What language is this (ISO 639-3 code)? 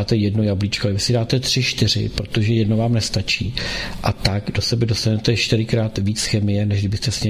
ces